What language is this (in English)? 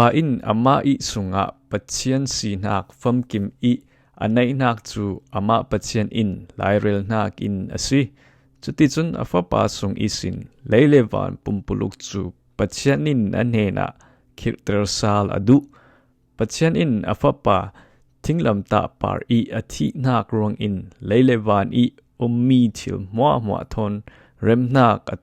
Falam Chin